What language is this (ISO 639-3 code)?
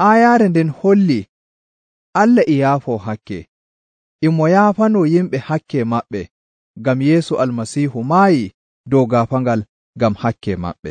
fuv